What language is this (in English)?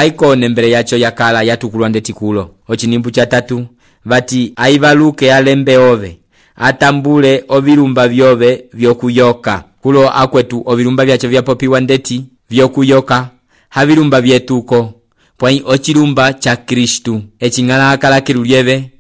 Umbundu